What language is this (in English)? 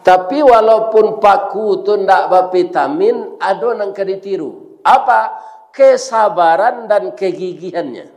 Minangkabau